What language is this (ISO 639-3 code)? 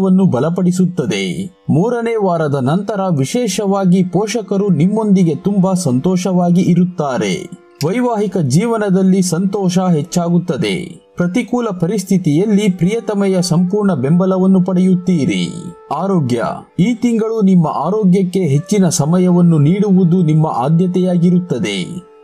kan